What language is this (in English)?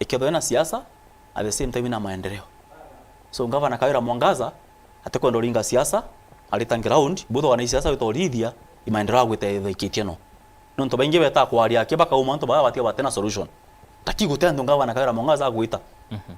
Meru